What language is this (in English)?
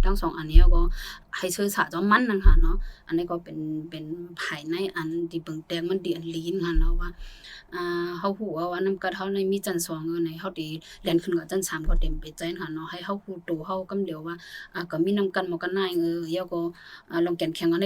Shan